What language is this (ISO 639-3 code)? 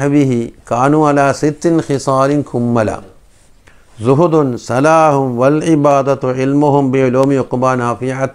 mal